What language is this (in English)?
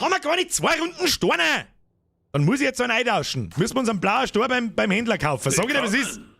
Bavarian